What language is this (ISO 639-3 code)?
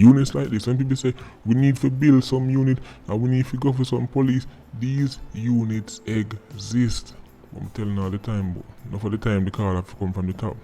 jam